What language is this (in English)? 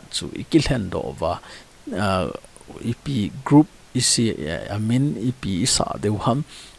Thado Chin